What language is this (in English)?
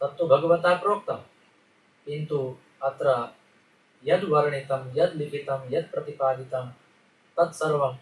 Sanskrit